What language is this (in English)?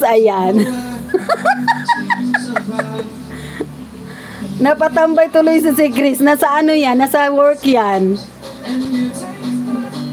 Filipino